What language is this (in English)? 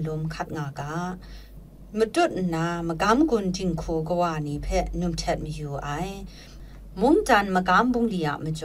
Kachin